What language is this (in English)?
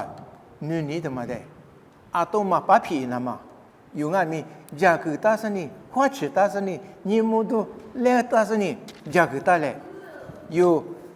Lisu